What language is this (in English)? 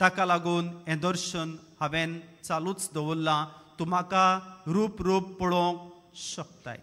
Konkani